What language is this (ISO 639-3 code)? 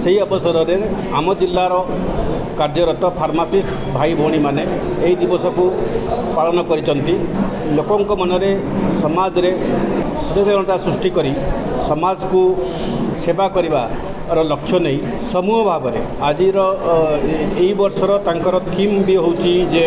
ori